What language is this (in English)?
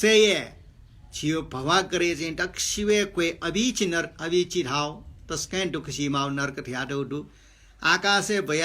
Newari